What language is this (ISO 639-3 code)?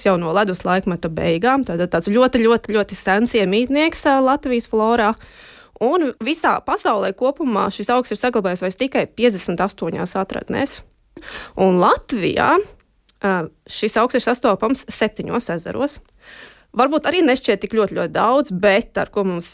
lav